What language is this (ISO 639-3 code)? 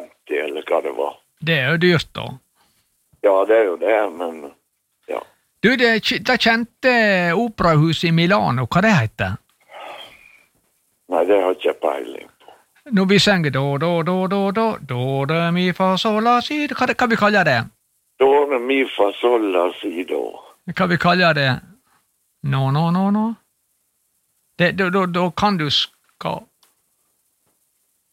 nor